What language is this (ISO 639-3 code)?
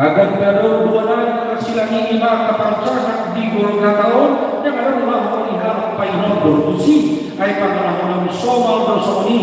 bbc